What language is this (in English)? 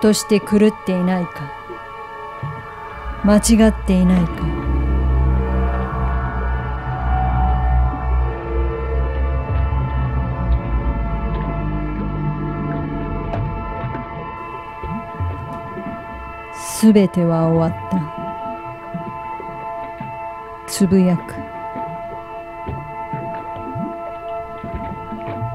Japanese